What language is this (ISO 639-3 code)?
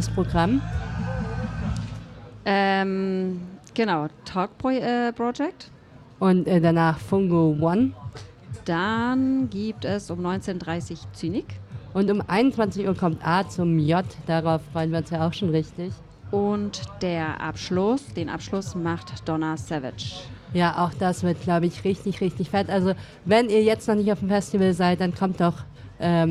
deu